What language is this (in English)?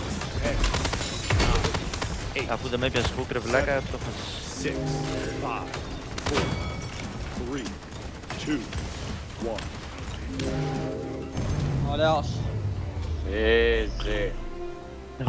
Greek